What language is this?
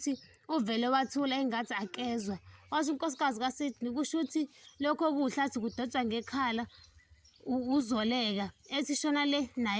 Zulu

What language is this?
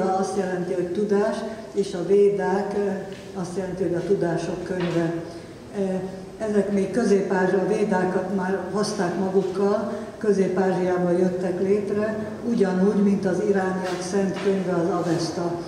Hungarian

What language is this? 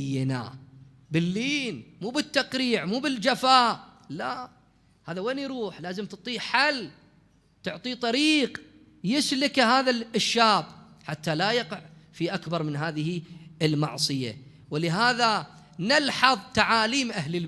Mesopotamian Arabic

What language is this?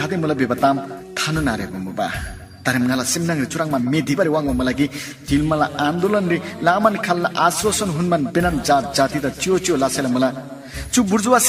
Eastern Tamang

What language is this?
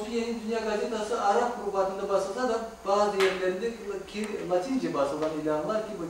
Crimean Tatar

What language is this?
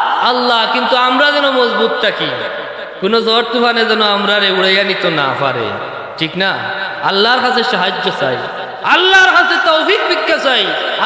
Sylheti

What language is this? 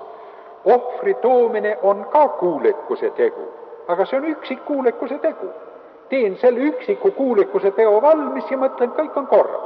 Estonian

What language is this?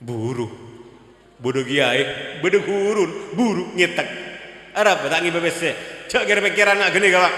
Madurese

